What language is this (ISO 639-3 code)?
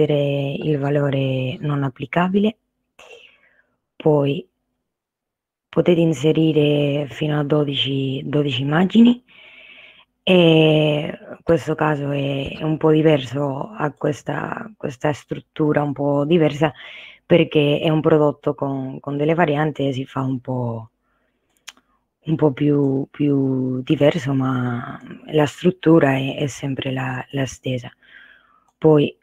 ita